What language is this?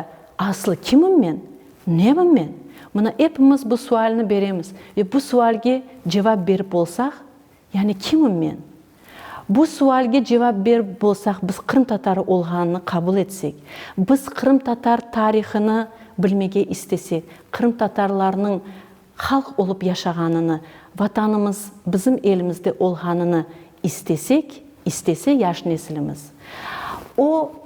Crimean Tatar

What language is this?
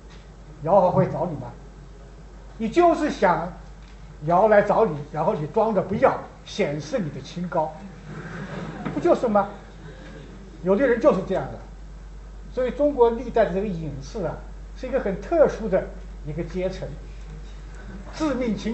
Chinese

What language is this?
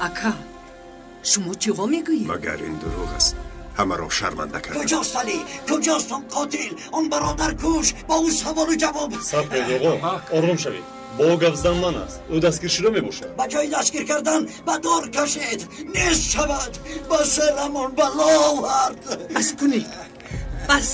Tajik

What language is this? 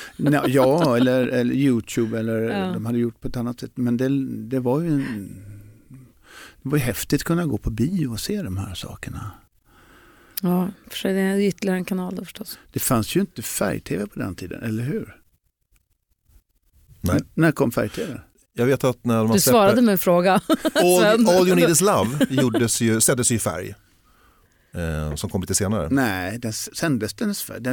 Swedish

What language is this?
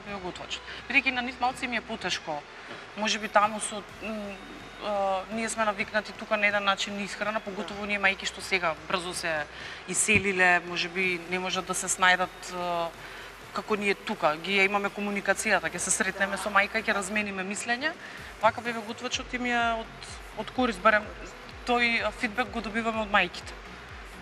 Macedonian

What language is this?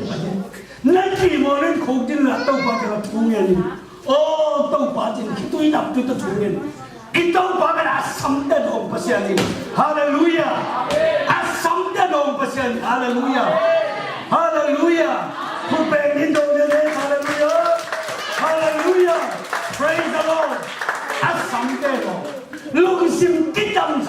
Tedim Chin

